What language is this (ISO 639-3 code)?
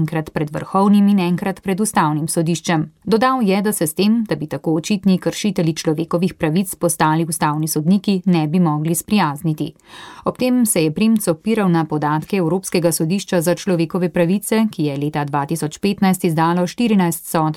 slv